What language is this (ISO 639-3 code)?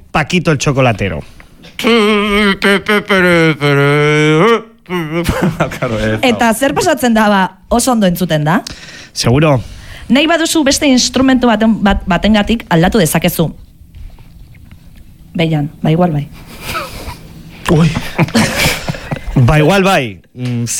eus